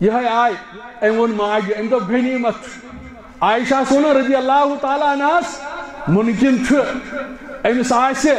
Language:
Kashmiri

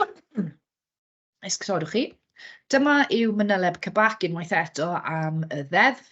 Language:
Welsh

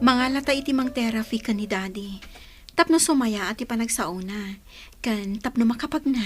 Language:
Iloko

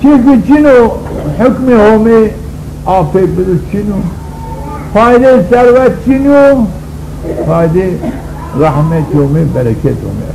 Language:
Zaza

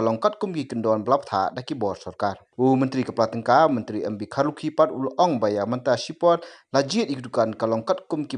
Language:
Khasi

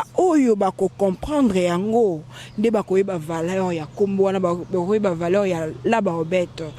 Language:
Lingala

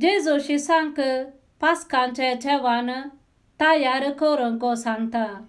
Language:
Konkani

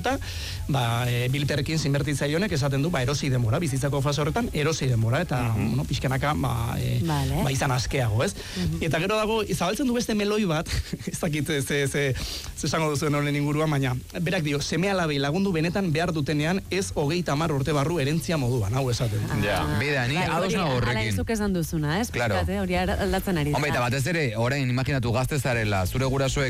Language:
Basque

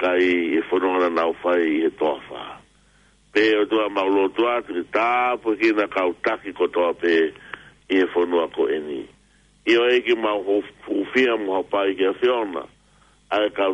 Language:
Tongan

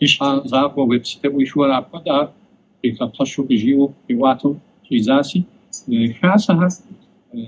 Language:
Kabardian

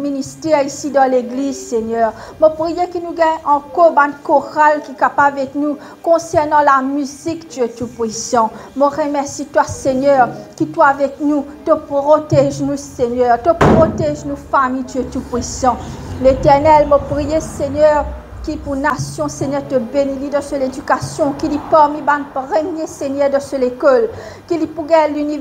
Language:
Morisyen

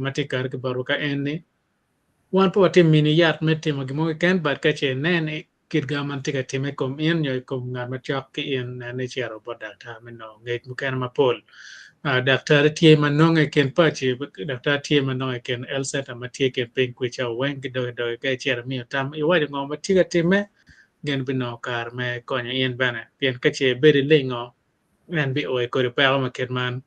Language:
Acoli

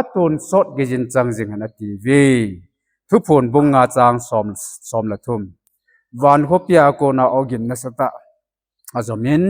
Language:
Thado Chin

